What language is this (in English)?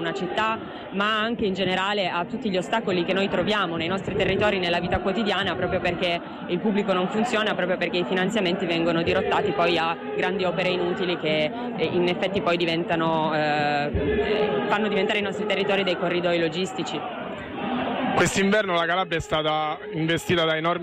Italian